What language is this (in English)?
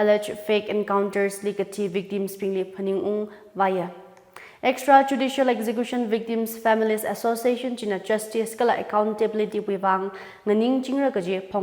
Tangkhul Naga (India)